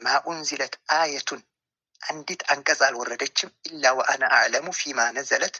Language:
Amharic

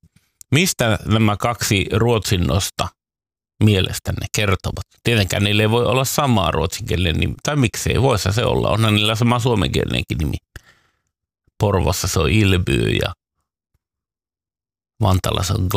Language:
Finnish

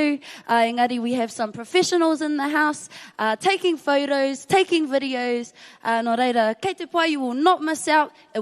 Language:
Māori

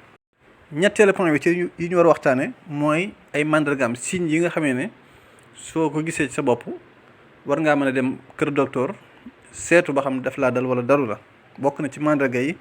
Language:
Wolof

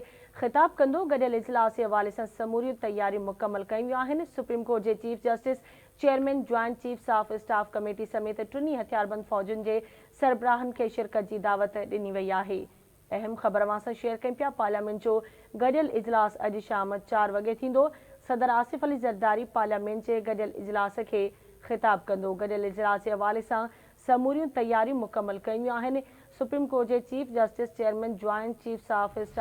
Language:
Sindhi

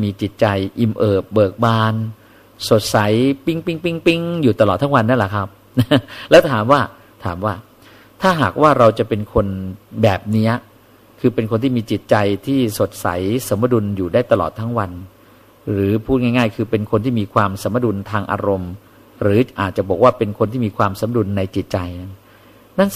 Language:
Thai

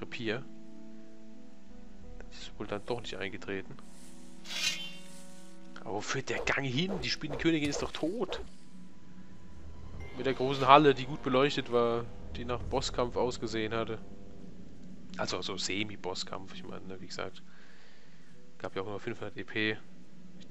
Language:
German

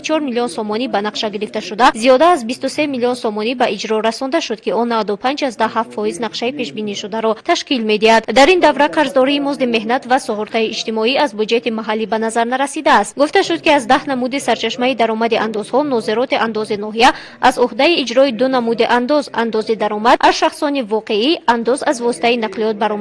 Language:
Tajik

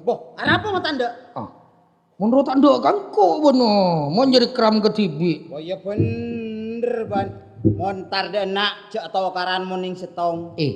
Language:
Madurese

